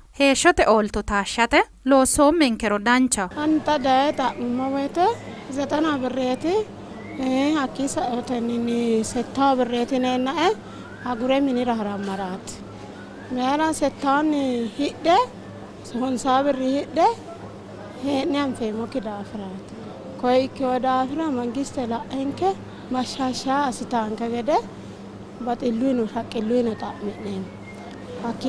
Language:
Sidamo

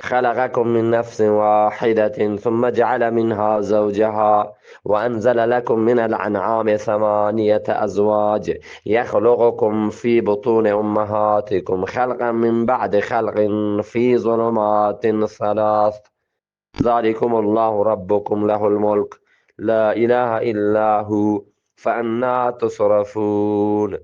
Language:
Eastern Balochi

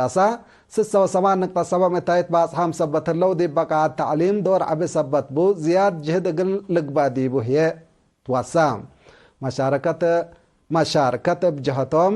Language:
Tigre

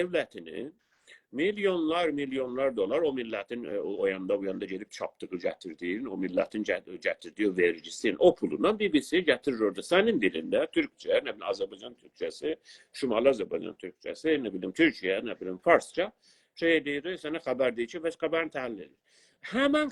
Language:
South Azerbaijani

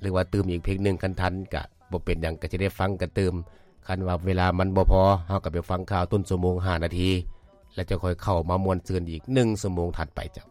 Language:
Lao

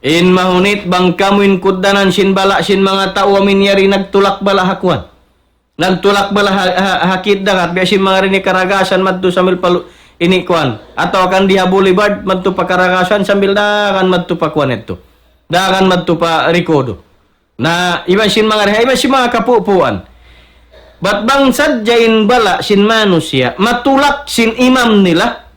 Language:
Tausug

